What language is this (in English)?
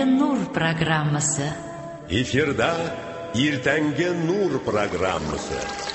Tatar